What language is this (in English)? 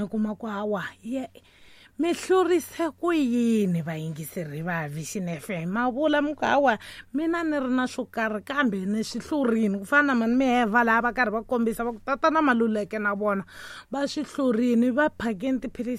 Tsonga